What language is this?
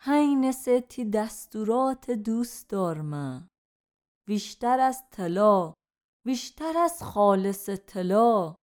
Gilaki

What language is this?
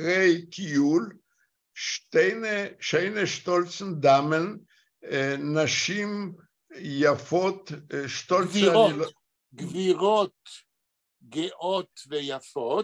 Yiddish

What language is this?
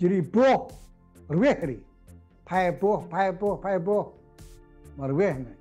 Central Mnong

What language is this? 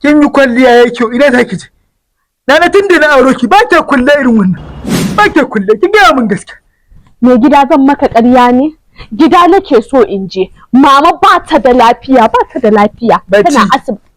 Hausa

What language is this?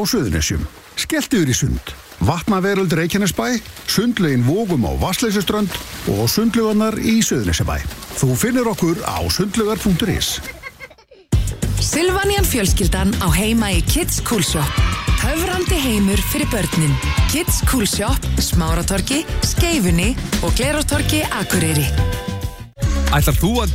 Icelandic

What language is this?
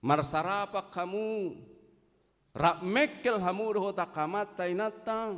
Batak Toba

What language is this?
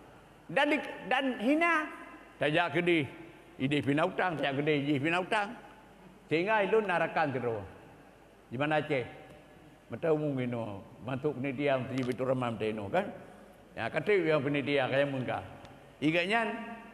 Achinese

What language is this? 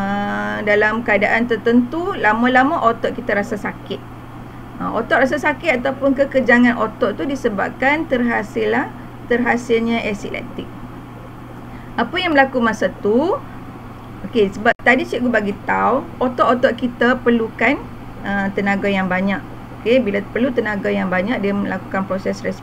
Malay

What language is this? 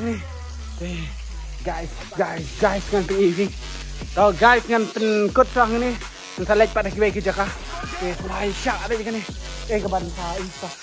Khasi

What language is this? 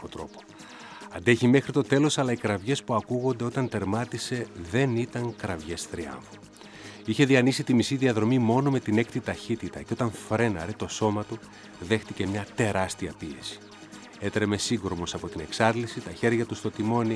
Greek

